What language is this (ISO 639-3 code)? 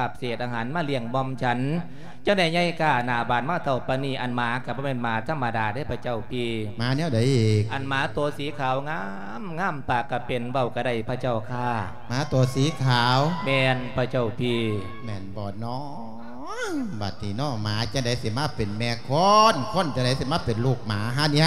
lao